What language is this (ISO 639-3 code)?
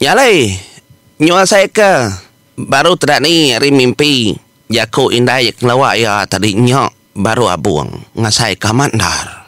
iba